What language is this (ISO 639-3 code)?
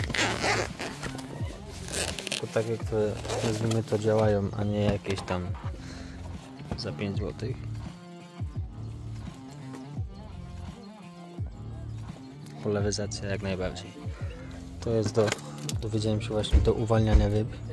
pol